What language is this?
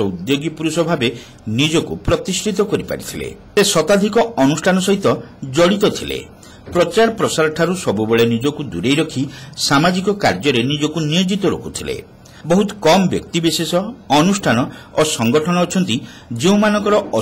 Odia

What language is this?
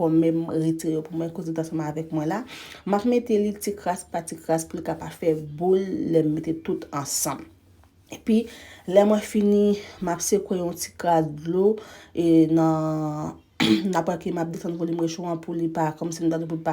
Haitian Creole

